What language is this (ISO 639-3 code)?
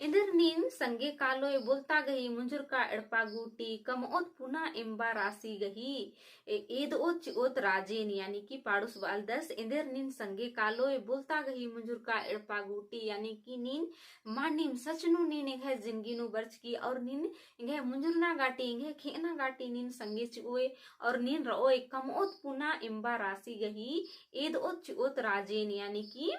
kru